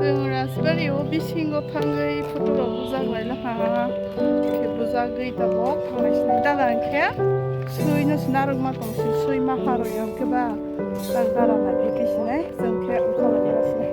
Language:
Kok Borok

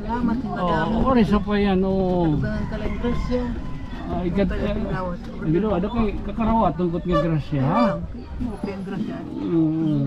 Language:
Waray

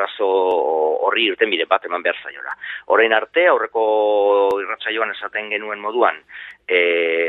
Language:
Basque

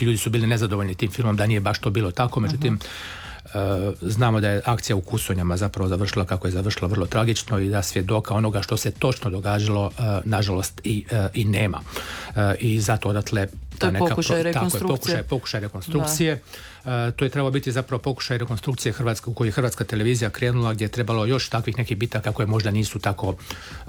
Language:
Croatian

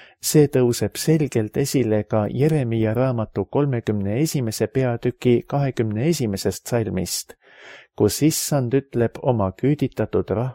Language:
Estonian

